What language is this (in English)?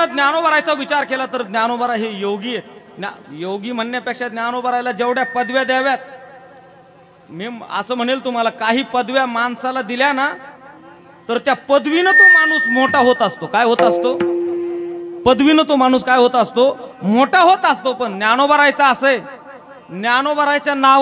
Marathi